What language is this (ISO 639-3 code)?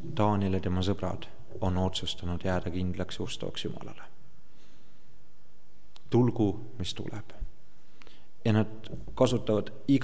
est